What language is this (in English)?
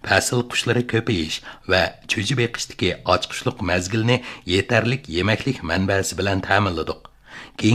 Uyghur